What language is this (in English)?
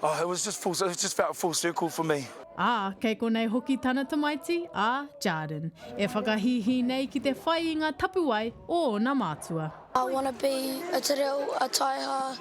Māori